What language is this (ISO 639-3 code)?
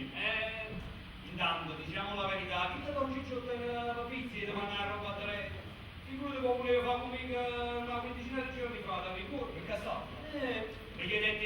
nap